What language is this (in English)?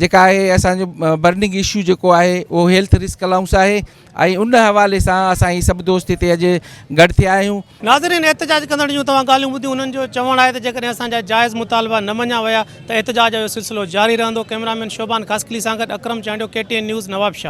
Sindhi